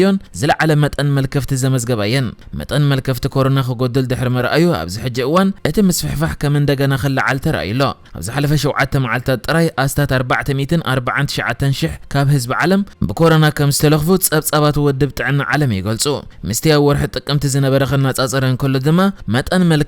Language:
Tigrinya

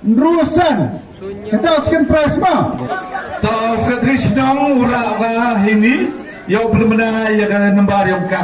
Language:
Khasi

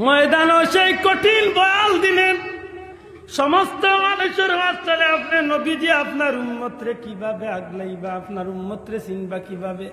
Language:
Sylheti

